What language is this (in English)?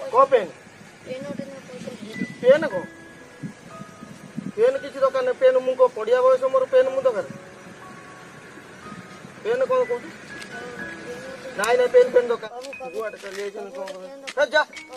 Odia